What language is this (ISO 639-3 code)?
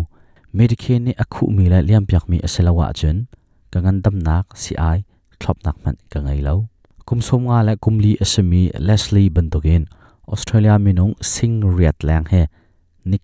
cnh